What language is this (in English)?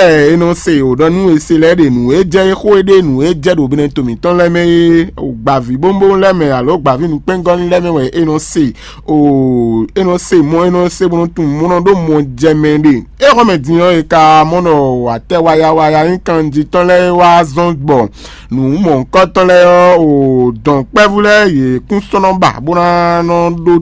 Fon